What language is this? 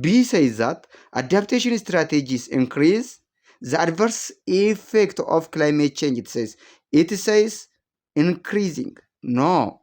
English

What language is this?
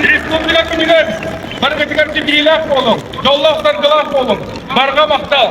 Yakut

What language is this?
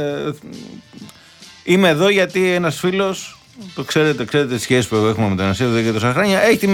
Greek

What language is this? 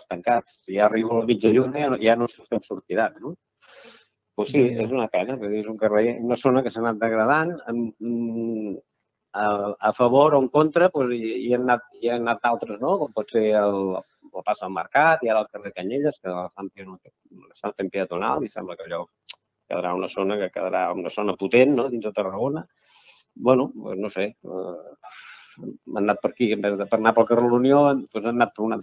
Catalan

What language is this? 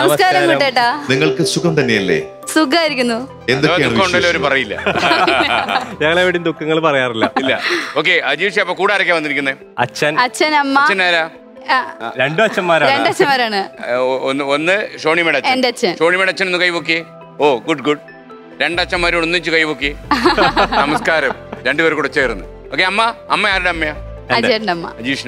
Malayalam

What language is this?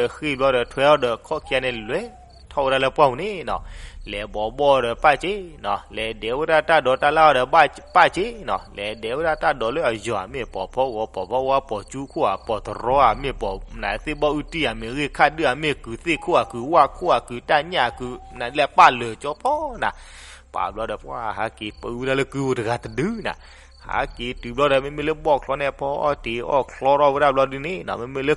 S'gaw Karen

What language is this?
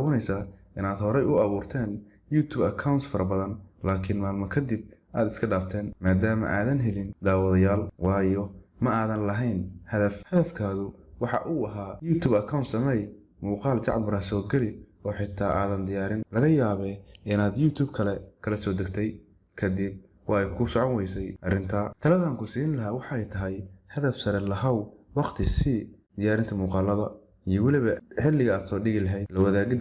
Somali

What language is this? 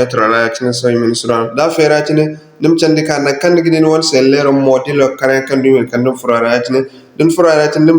Zarma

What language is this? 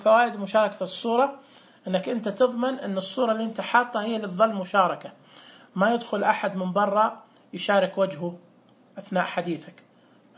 Najdi Arabic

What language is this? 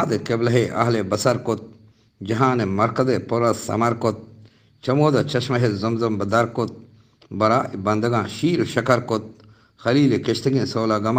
Eastern Balochi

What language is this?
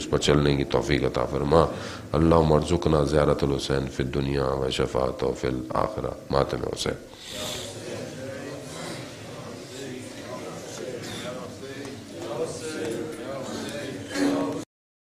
Urdu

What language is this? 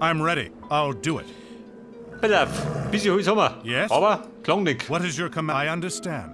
Bavarian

